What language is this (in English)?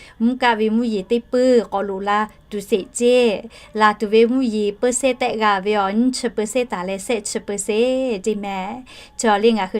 Lahu